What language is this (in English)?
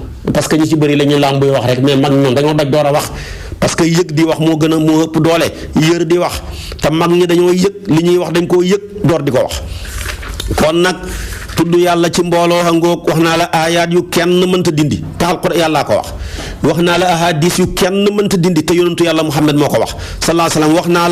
Wolof